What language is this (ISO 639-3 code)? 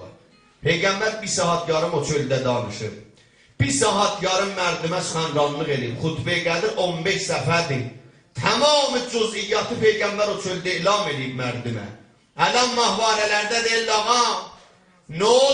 azb